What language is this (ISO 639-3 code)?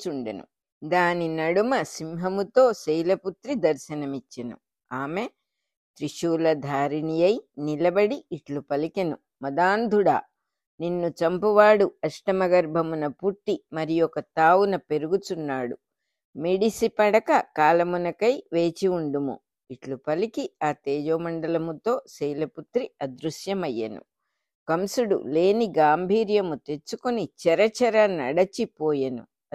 tel